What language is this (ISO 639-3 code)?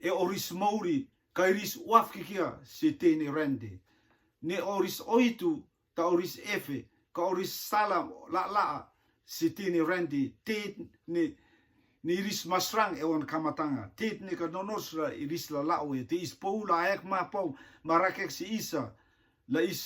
rtm